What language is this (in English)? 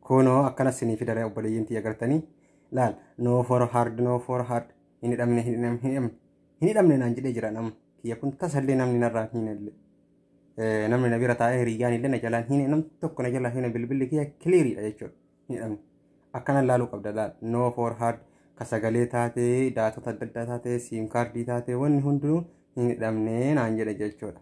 Oromo